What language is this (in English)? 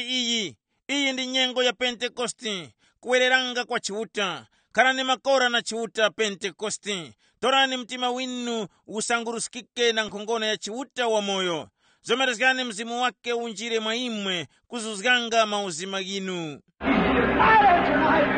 Tumbuka